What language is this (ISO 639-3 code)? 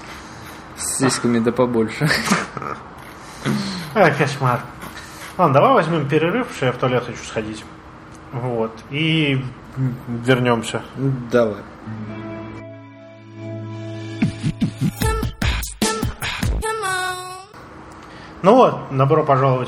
rus